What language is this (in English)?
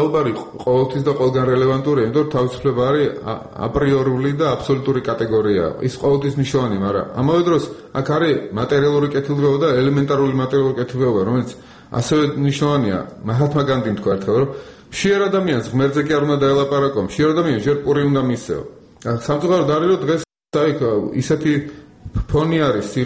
Georgian